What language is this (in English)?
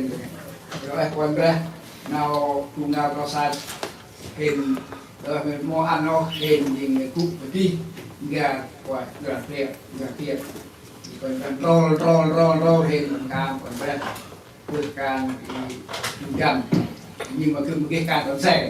Central Mnong